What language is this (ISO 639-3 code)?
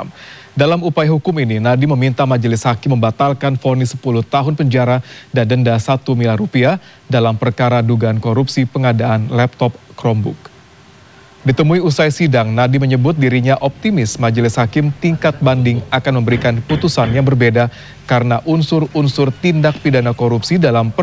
ind